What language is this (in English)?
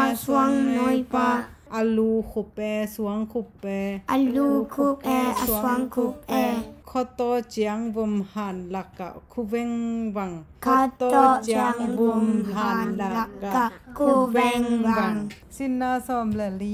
Tedim Chin